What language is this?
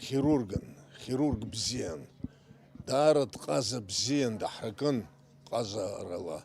Abkhazian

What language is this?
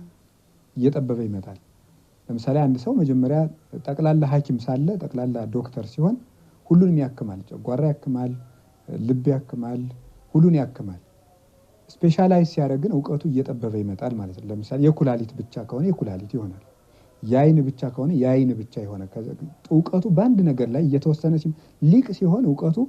Amharic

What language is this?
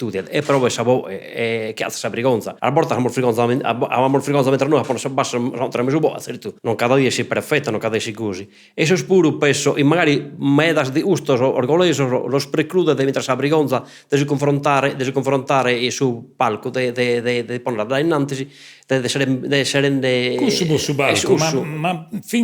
Sardinian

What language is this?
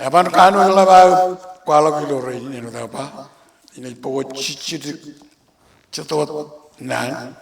Marshallese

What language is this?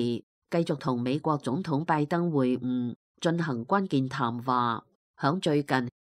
Cantonese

